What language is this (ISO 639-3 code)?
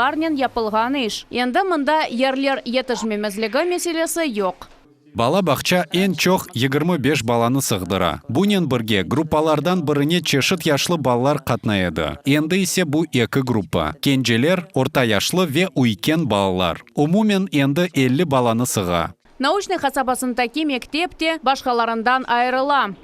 crh